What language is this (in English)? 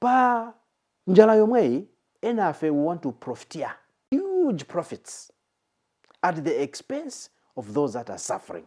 Nyanja